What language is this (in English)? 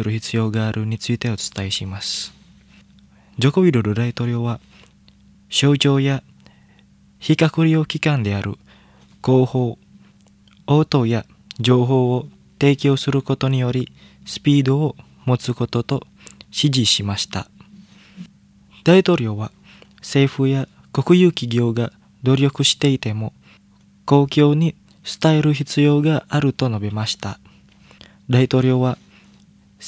Japanese